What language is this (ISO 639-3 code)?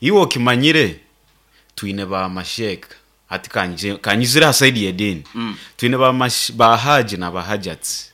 nyn